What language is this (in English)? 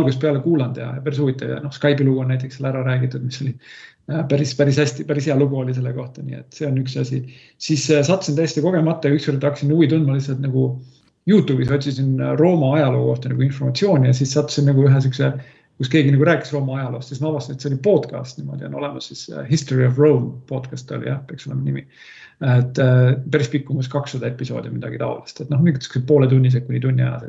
Estonian